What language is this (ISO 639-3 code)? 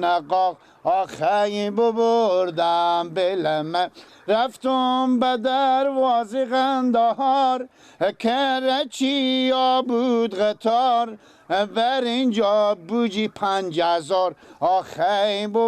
fas